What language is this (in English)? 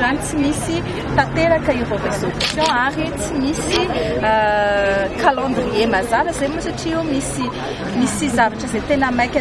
Malagasy